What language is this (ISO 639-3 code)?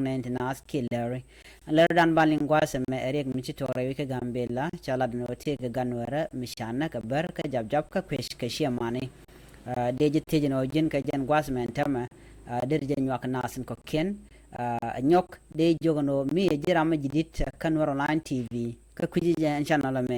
nus